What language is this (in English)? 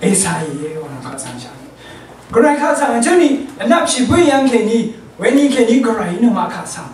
Rawang